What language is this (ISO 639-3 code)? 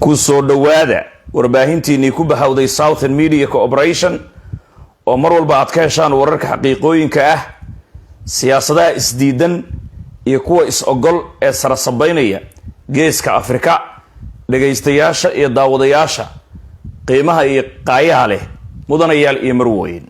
som